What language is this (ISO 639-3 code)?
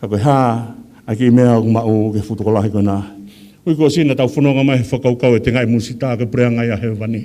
ton